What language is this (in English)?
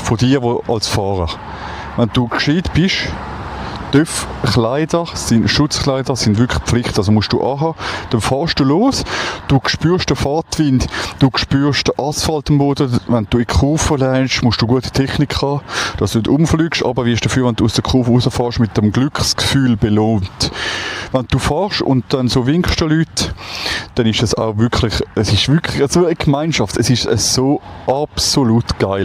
Swiss German